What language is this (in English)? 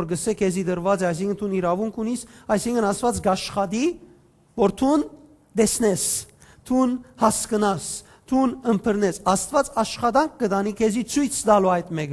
Western Armenian